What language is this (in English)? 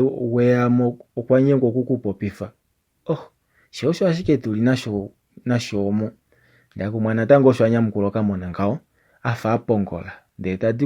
Kuanyama